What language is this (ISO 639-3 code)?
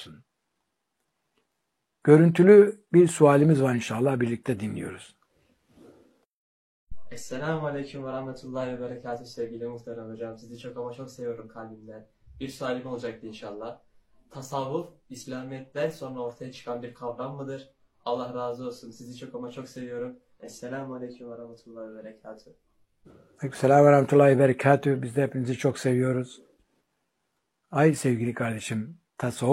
tur